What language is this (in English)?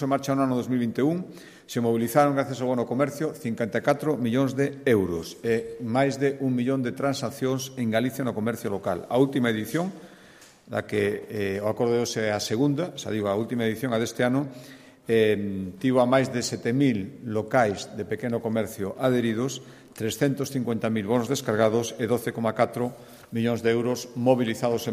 Galician